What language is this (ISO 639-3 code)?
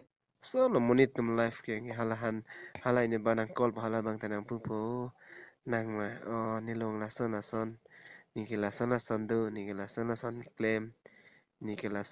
mjw